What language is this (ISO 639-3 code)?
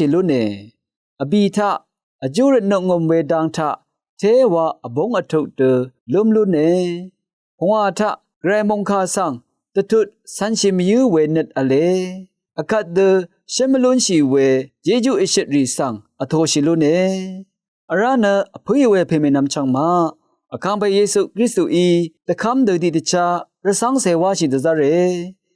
raw